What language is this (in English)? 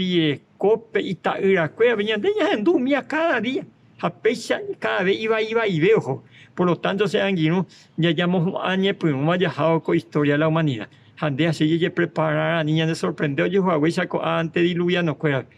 Guarani